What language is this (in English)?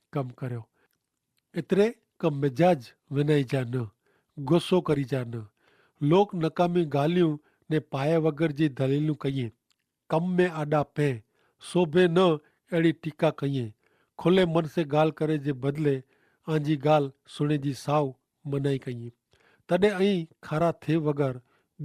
Kachhi